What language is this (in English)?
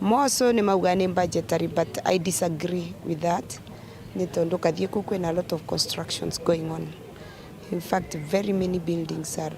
Meru